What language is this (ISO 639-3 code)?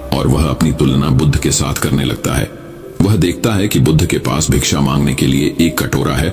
hin